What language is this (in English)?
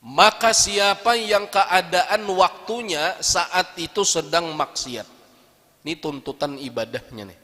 Banjar